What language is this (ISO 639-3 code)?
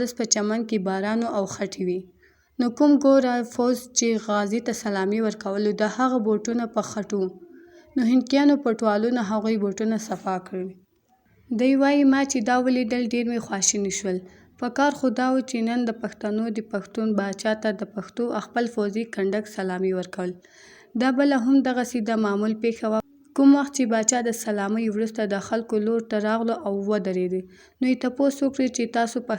pus